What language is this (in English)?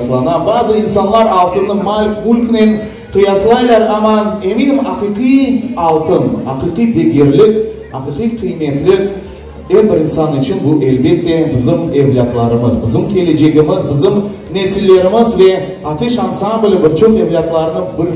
Crimean Tatar